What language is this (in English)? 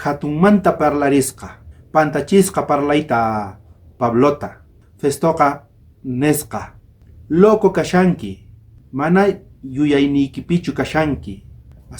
South Bolivian Quechua